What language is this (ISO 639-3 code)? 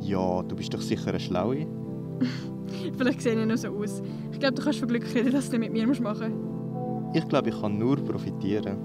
gsw